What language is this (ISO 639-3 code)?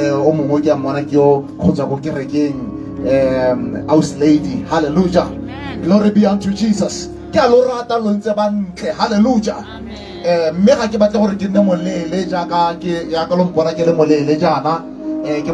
tsn